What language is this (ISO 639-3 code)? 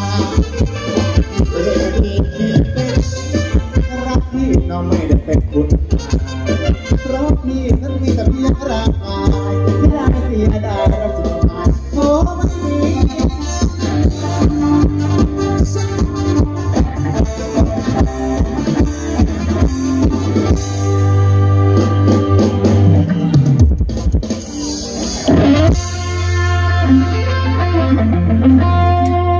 tha